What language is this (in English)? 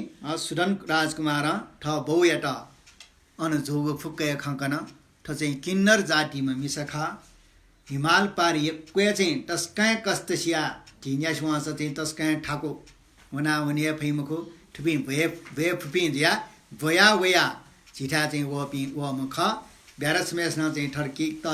Newari